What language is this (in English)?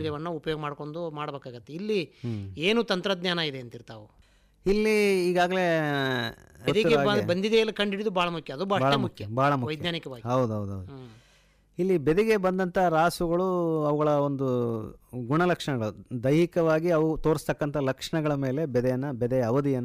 Kannada